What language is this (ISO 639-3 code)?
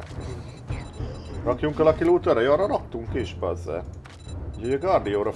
hun